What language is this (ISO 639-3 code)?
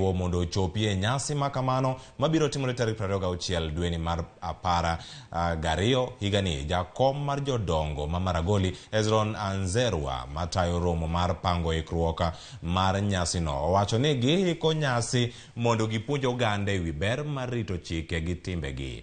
luo